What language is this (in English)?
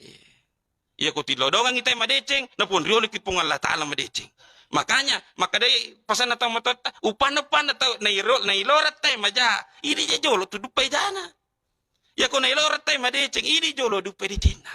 Buginese